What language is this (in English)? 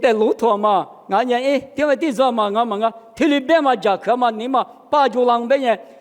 Lisu